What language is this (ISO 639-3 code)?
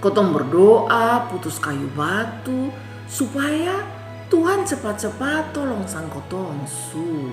mkn